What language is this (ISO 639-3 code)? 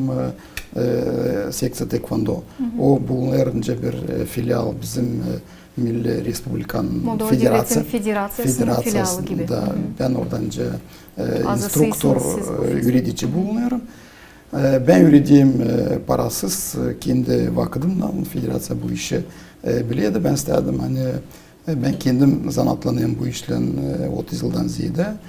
gag